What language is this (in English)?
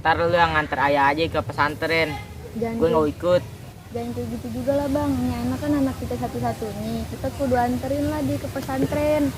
Betawi